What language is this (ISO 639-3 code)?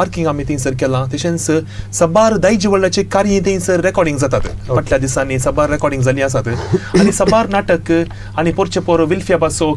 kok